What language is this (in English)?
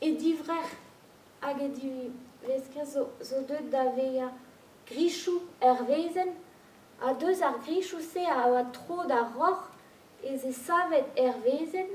Breton